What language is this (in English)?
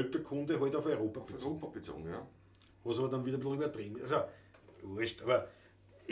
Bavarian